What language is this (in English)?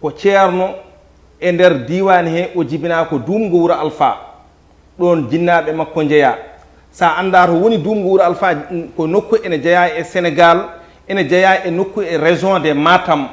Fula